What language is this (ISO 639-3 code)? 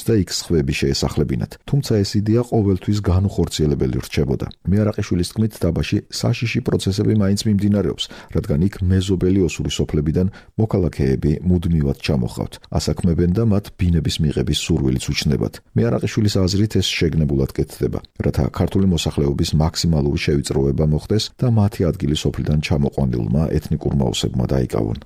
kat